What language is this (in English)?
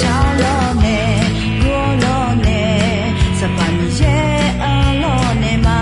Akha